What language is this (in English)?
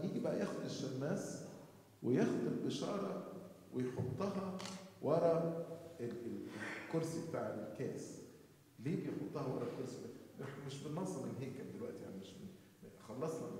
Egyptian Arabic